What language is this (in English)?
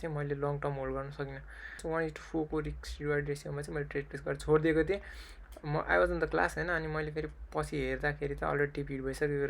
Nepali